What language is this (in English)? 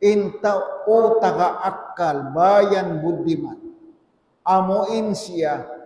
Tausug